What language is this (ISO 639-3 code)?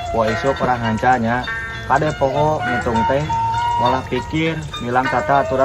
sun